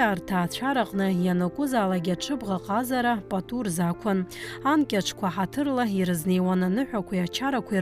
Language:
Abkhazian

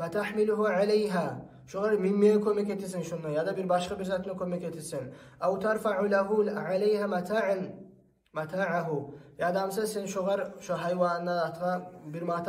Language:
Kumyk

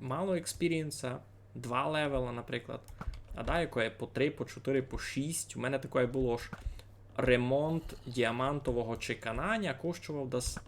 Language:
Rusyn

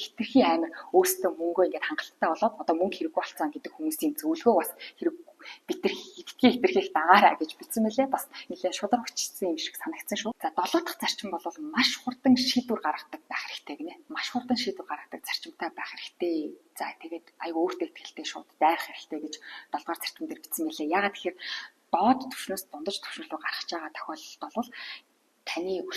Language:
Mongolian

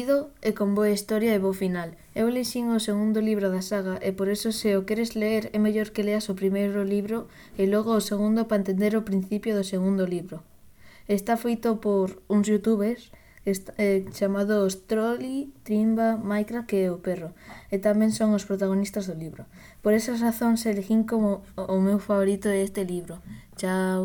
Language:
Galician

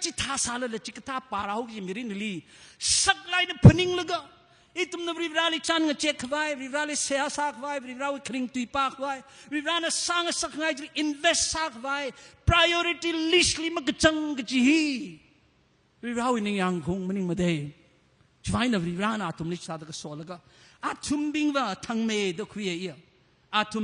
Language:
Tangkhul Naga (India)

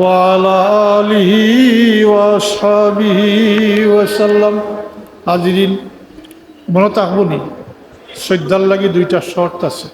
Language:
Sylheti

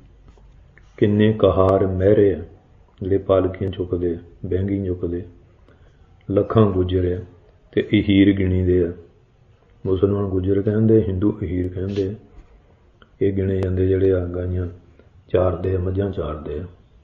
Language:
Punjabi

